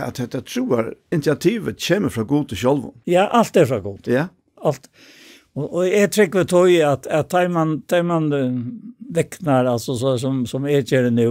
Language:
Faroese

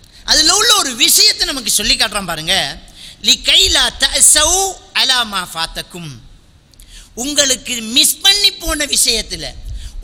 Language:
Tamil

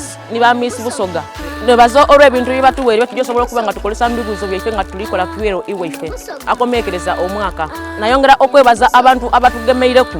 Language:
Soga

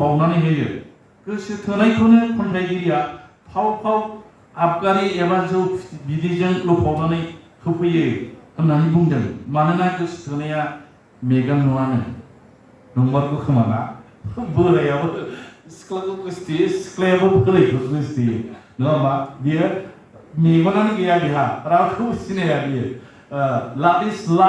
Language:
Bodo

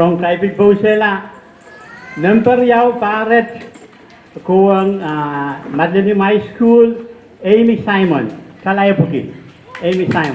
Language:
Pohnpeian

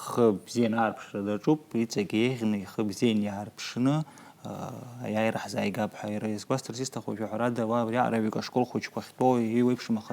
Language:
Abkhazian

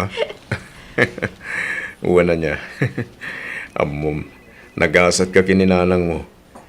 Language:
Iloko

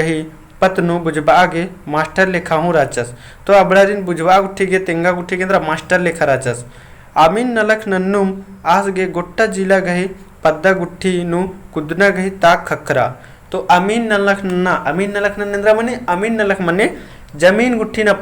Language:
Kurukh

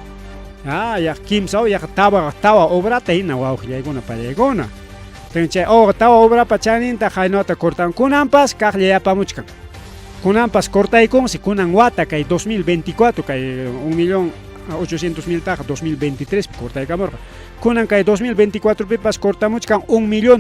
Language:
Ayacucho Quechua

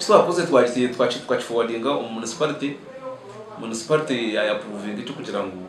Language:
Nyankole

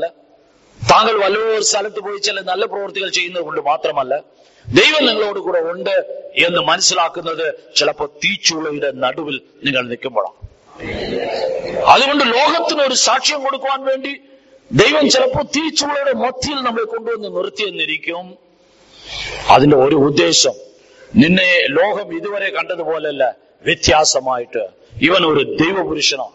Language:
Malayalam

